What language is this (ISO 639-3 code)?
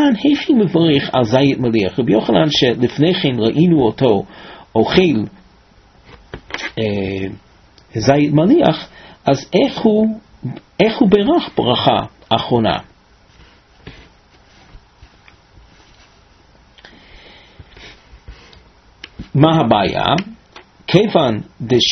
heb